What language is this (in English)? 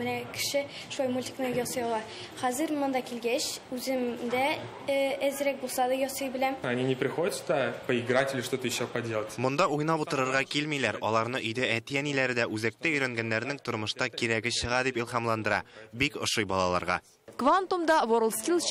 Tatar